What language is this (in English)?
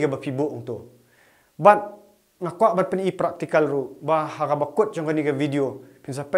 Khasi